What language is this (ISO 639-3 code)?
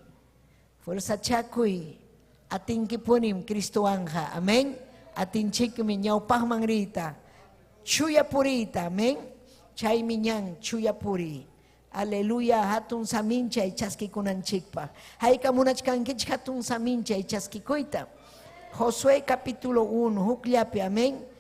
quy